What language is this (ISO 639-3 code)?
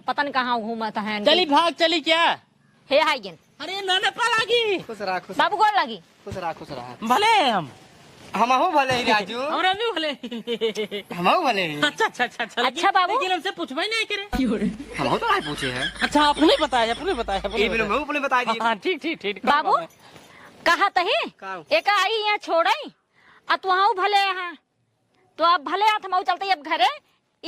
awa